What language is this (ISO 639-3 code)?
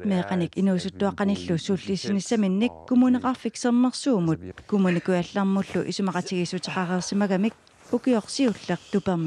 kal